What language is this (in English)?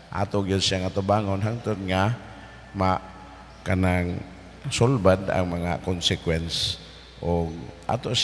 Cebuano